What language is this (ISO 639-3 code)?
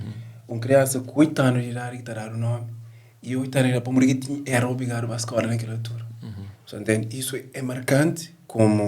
kea